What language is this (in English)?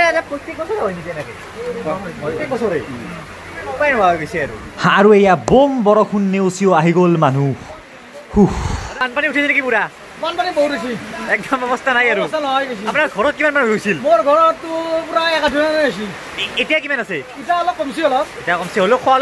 Assamese